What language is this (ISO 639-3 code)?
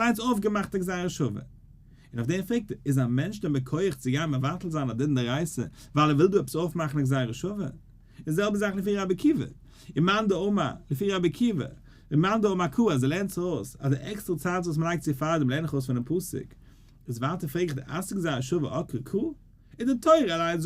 yid